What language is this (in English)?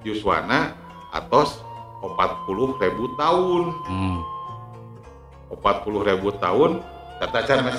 Sundanese